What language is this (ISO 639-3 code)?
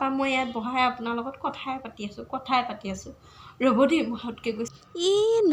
asm